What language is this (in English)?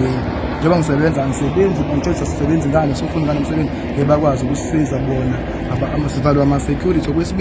Zulu